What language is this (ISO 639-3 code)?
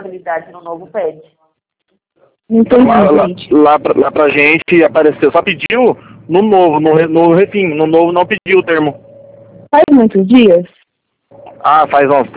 por